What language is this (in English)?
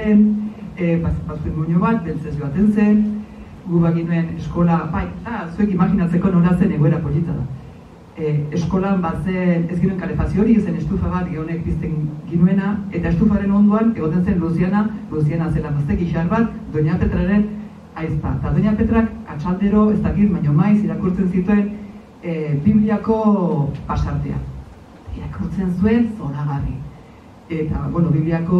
Basque